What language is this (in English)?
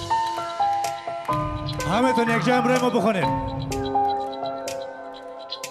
Persian